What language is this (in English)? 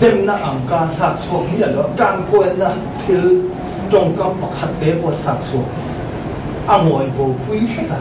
Mizo